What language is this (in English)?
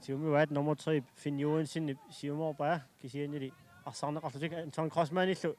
Kalaallisut